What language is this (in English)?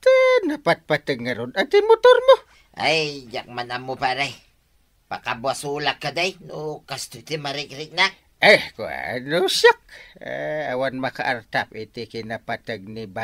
Iloko